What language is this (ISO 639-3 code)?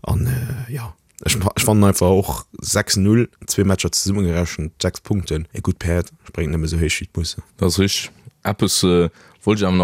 ltz